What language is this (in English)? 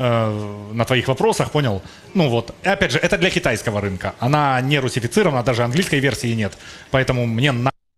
Russian